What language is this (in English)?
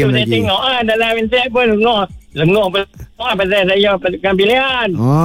Malay